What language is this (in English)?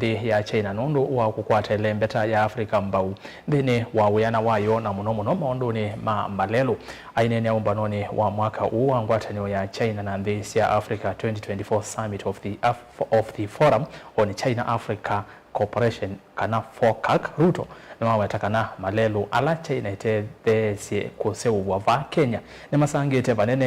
Kamba